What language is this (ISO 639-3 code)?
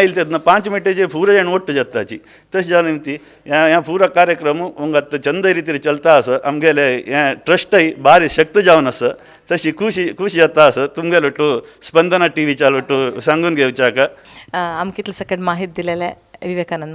kok